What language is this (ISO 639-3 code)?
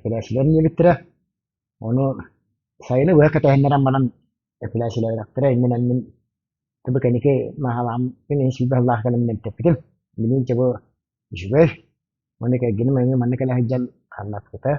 sah